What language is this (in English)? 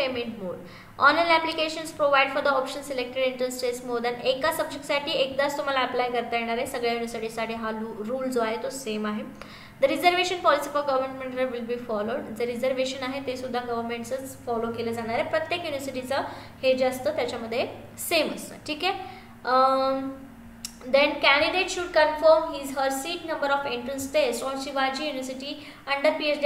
Marathi